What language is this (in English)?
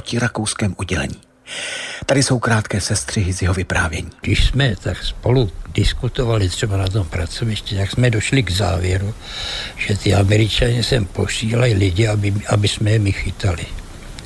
Czech